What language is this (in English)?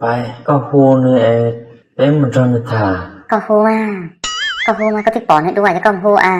Hmong